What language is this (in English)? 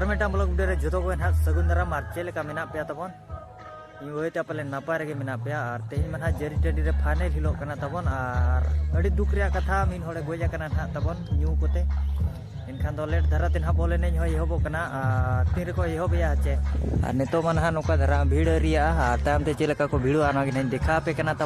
Santali